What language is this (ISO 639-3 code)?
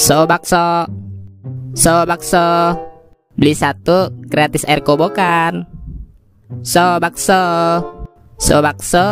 bew